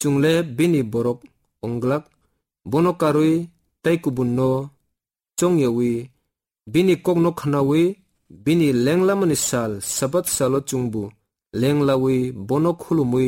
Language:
Kok Borok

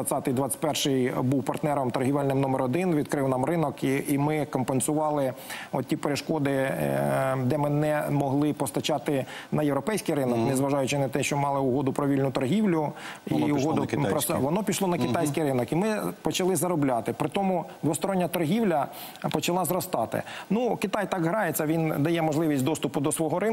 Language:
Ukrainian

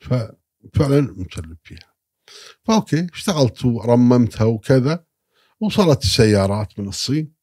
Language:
Gulf Arabic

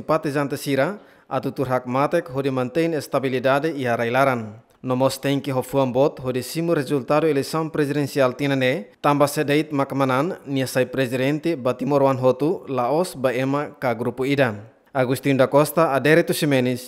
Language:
Tetum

